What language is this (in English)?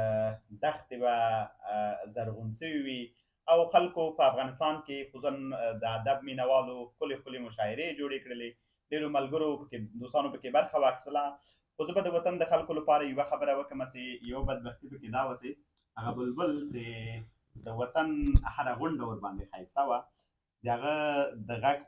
Pashto